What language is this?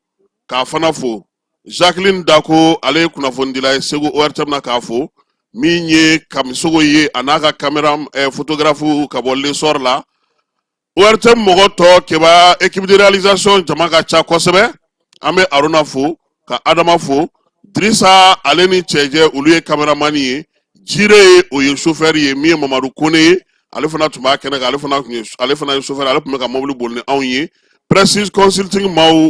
Bambara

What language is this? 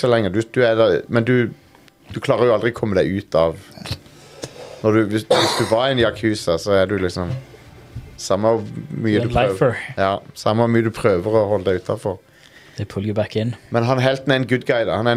Norwegian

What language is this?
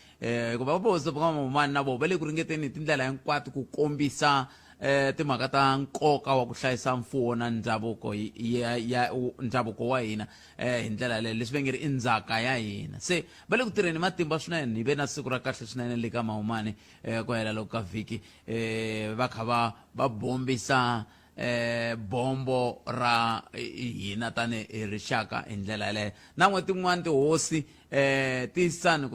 Tsonga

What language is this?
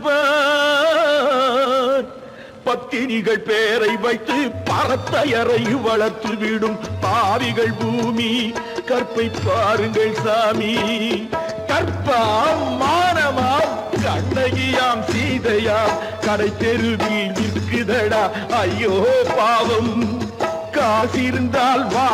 Tamil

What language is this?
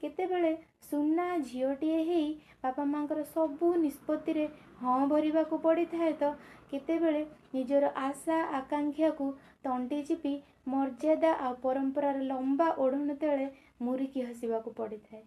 Odia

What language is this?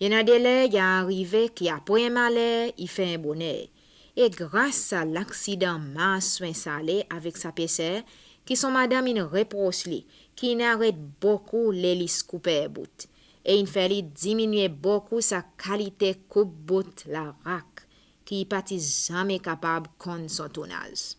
Seselwa Creole French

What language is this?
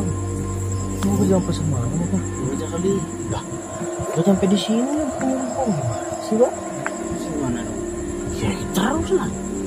Betawi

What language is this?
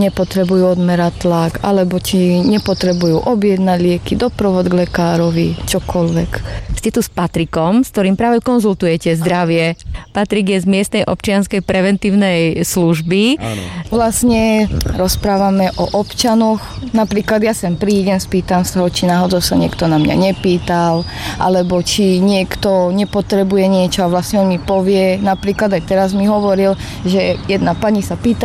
Slovak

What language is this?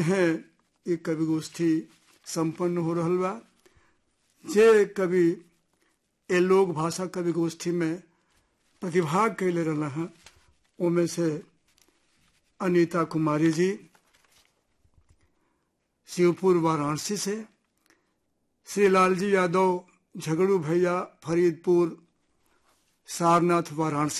Bhojpuri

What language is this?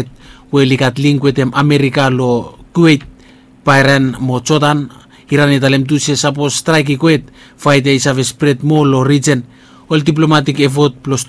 Bislama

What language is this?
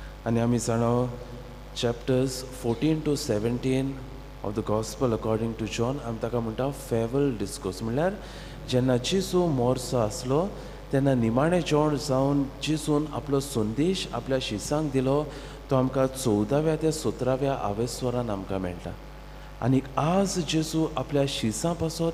Konkani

